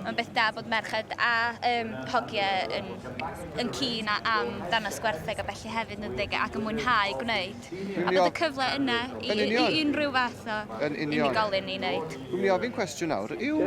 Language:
Welsh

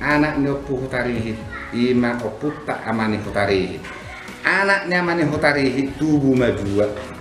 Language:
Batak Toba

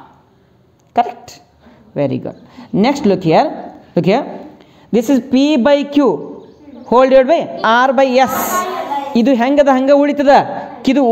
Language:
Kannada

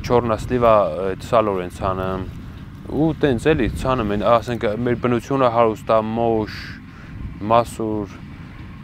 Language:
Armenian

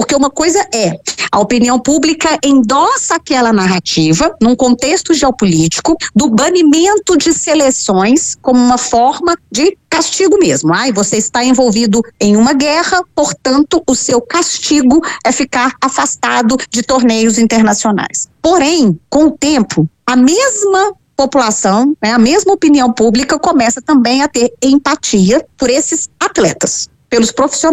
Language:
Portuguese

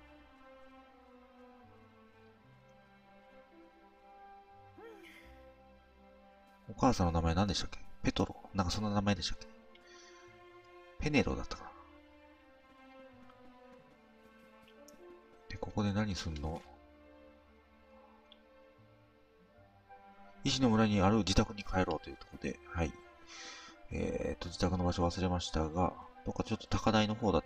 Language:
Japanese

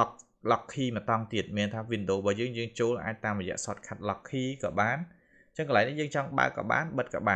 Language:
Khmer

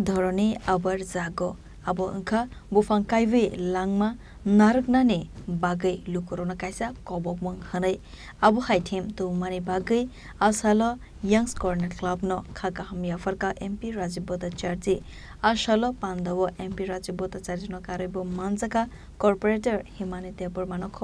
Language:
Kok Borok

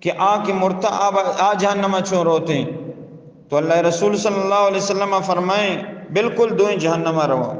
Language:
Eastern Balochi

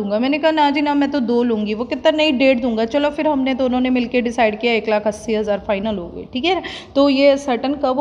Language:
Hindi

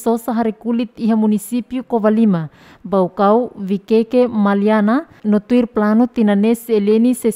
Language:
Tetum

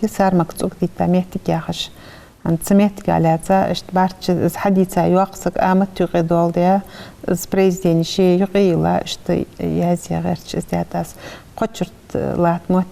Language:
Ingush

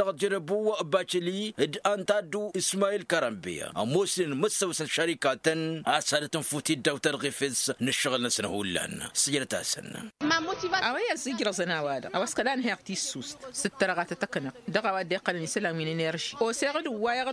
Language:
Tamasheq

